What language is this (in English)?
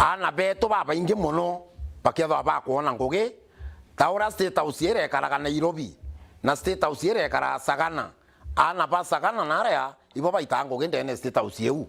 Meru